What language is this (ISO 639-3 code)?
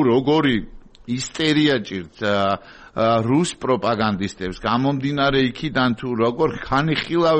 kat